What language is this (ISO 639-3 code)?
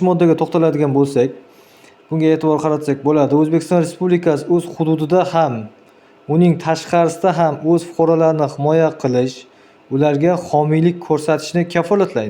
uzb